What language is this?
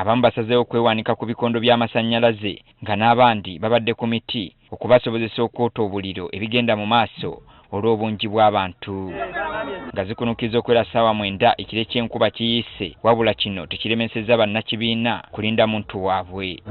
Ganda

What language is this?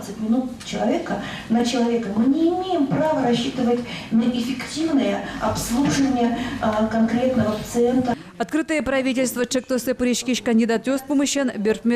Udmurt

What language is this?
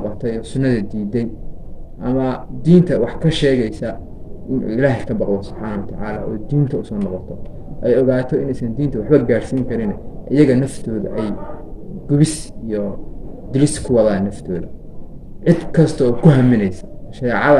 Somali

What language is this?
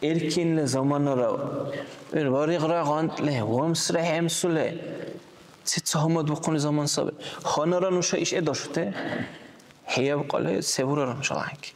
Dargwa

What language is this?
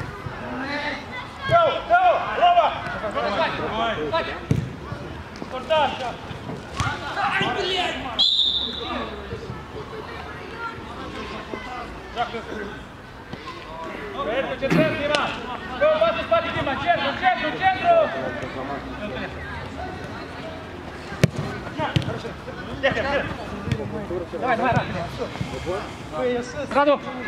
Romanian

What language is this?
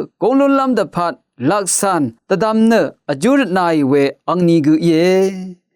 Rawang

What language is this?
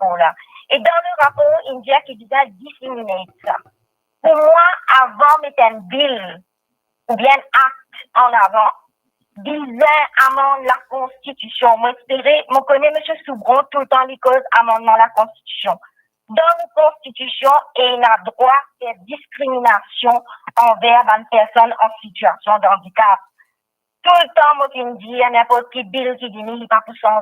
Morisyen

